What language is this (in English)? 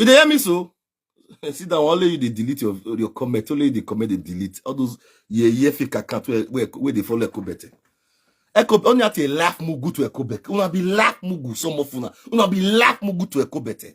Nigerian Pidgin